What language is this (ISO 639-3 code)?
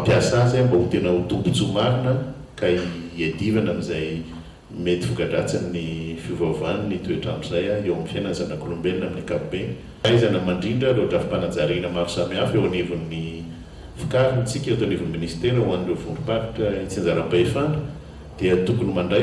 mlg